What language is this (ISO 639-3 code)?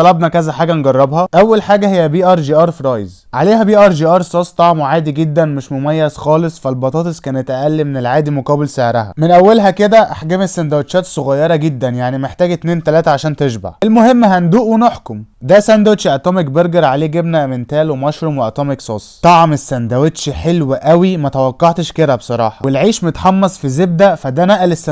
arz